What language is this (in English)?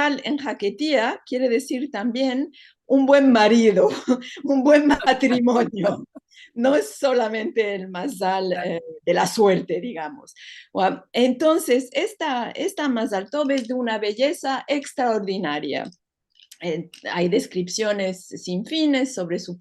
Ladino